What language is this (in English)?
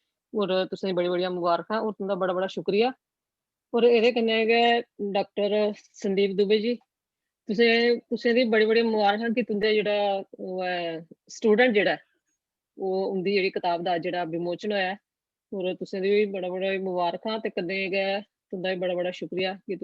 Dogri